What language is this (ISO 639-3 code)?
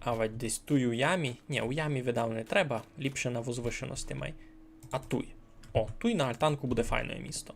rue